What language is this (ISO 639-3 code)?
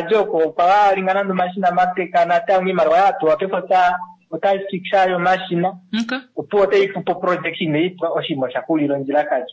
kua